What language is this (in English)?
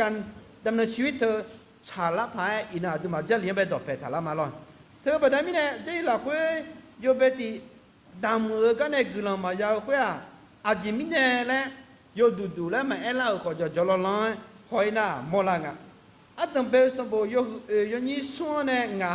Akha